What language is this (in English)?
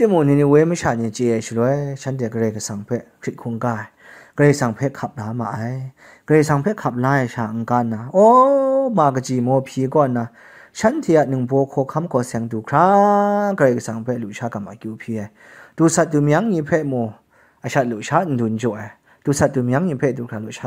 Kachin